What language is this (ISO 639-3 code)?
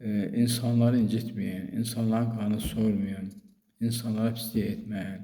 aze